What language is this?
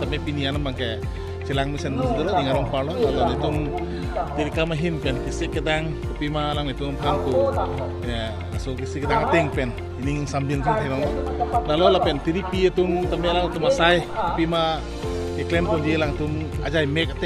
Karbi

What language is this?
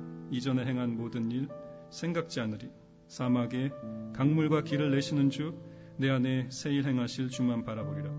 Korean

